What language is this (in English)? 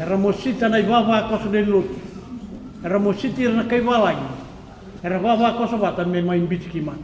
Fijian